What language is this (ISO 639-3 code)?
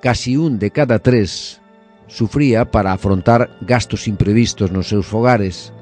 glg